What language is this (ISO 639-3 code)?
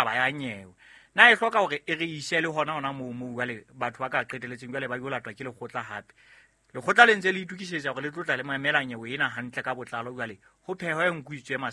sot